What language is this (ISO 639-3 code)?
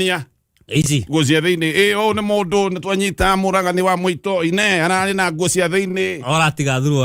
kik